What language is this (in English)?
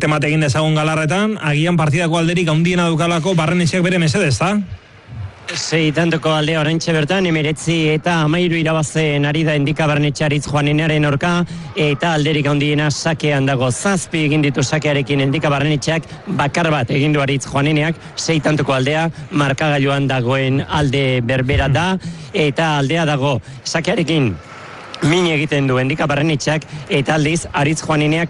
Basque